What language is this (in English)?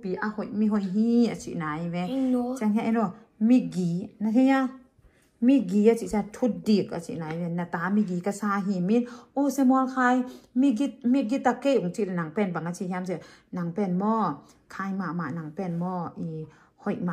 Tedim Chin